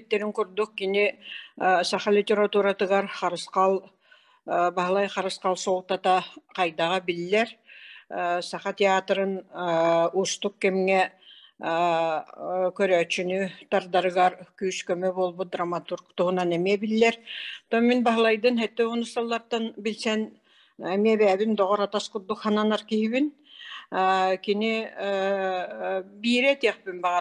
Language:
Yakut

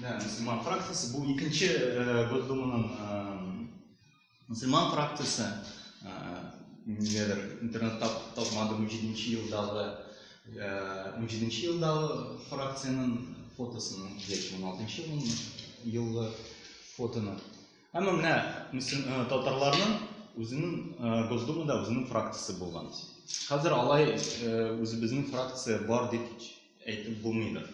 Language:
Tatar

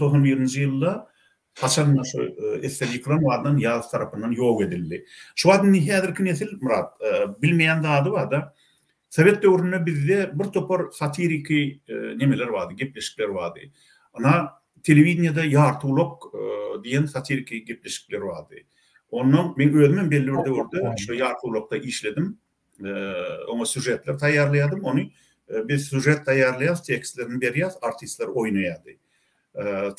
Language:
Turkmen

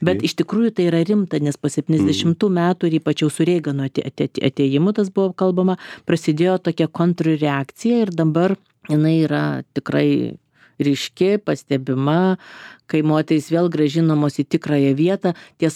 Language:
Lithuanian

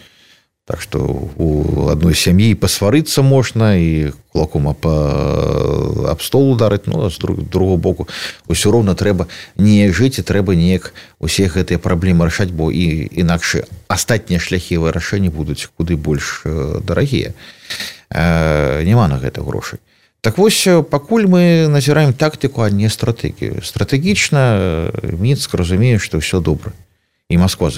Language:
Belarusian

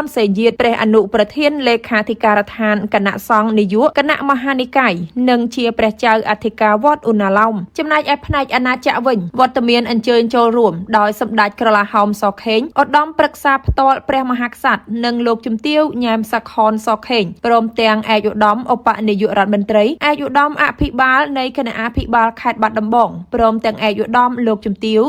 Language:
Khmer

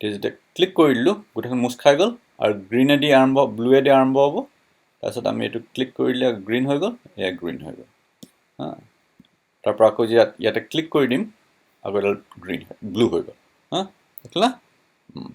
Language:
Assamese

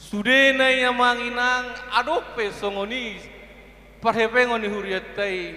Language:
Batak Toba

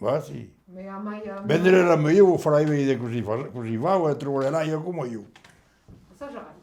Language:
Occitan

